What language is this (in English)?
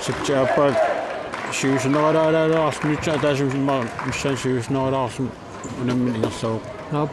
Kalaallisut